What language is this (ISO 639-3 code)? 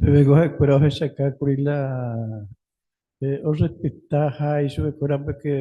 grn